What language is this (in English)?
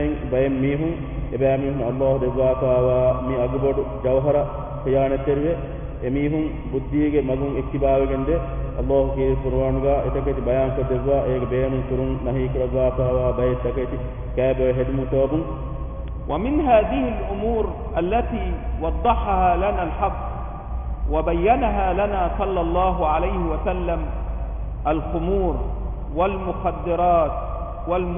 Divehi